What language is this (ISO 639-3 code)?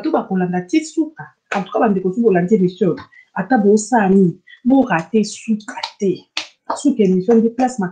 lin